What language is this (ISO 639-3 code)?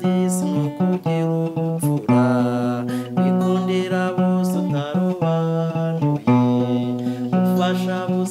kin